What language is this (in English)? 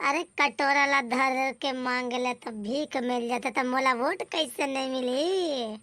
Chhattisgarhi